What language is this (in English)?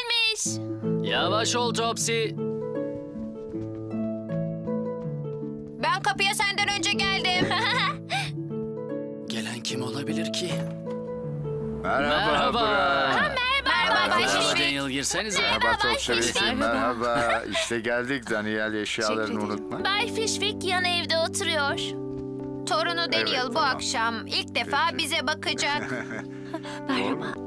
Turkish